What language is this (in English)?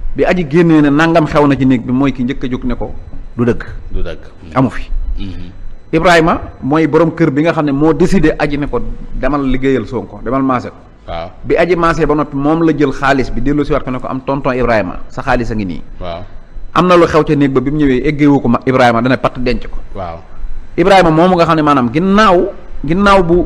Wolof